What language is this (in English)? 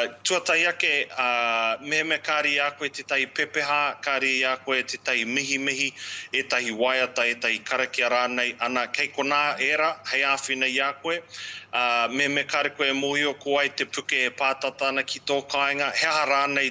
Māori